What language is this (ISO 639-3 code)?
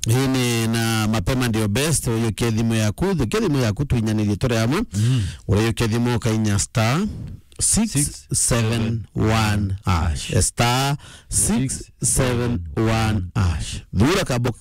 mer